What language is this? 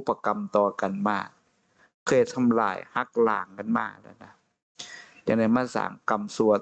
Northeastern Thai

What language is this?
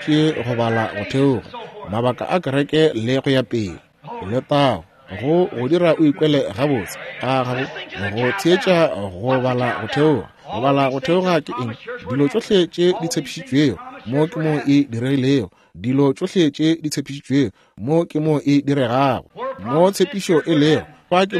Northern Sotho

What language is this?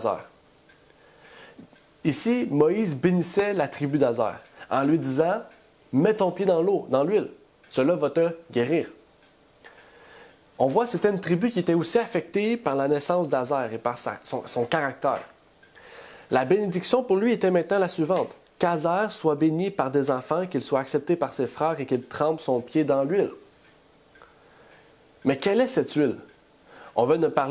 French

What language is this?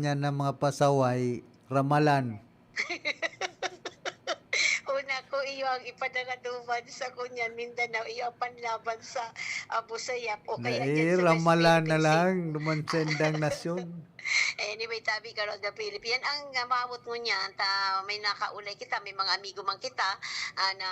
Bikol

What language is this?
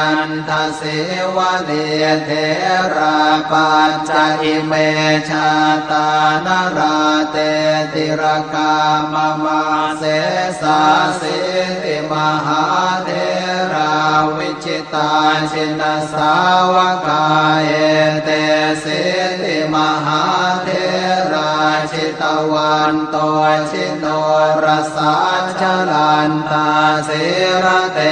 Pali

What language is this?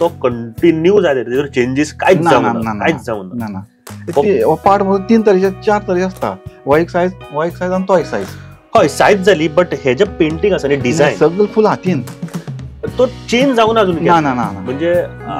Konkani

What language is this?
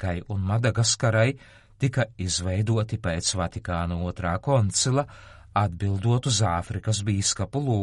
Latvian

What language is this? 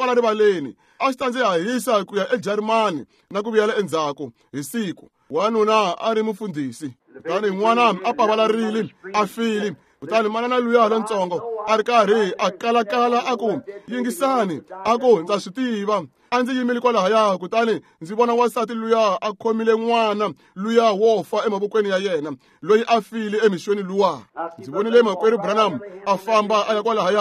Tsonga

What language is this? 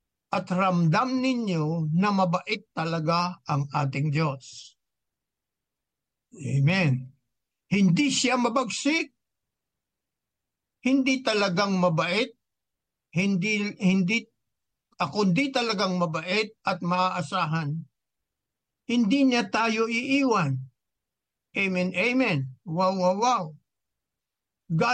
Filipino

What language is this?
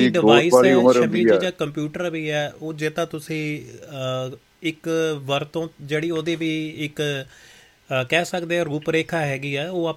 Punjabi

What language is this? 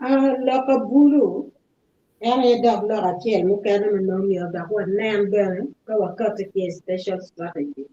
Acoli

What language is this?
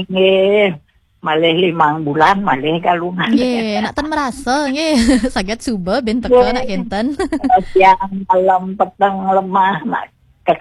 Balinese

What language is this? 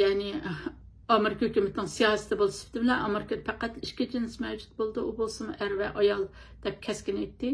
Uyghur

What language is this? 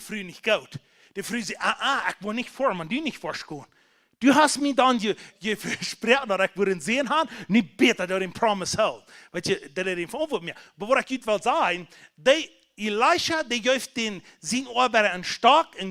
Plautdietsch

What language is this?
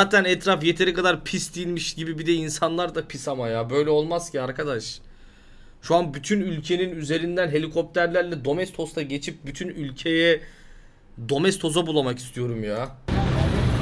Turkish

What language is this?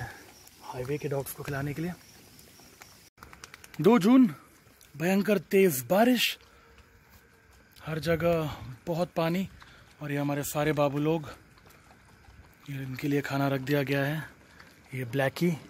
Hindi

